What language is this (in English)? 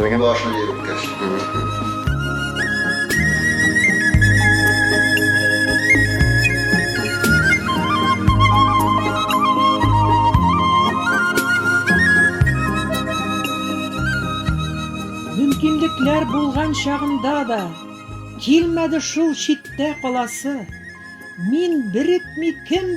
Bashkir